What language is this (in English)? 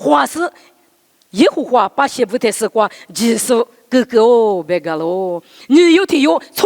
Lisu